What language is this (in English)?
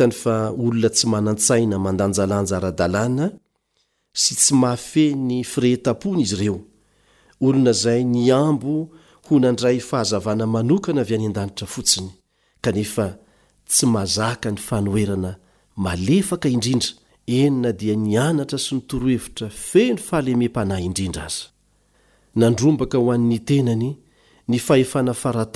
Malagasy